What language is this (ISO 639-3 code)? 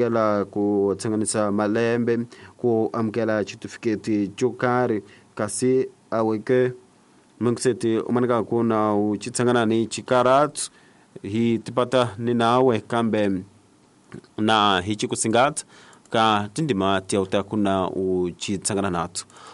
tso